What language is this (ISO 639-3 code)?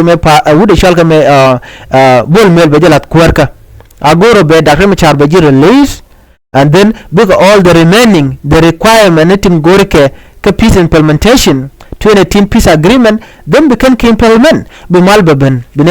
nus